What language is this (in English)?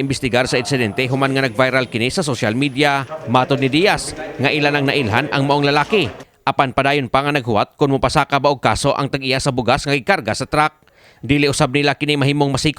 Cebuano